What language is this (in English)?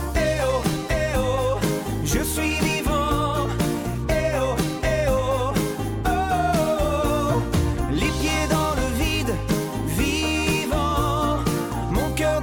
French